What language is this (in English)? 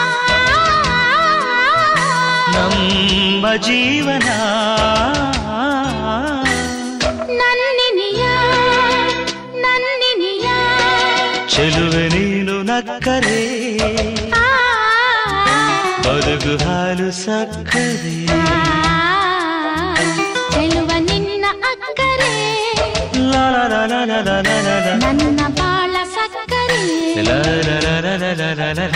Kannada